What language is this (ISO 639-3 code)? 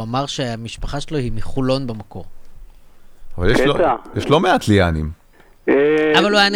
heb